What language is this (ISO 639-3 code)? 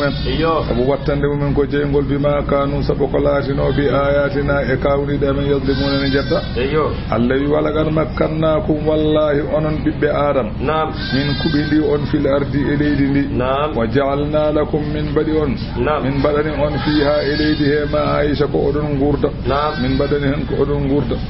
ful